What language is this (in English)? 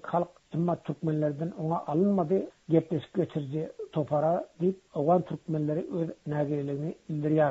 Turkmen